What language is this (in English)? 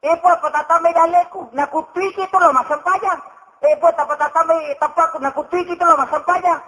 Buginese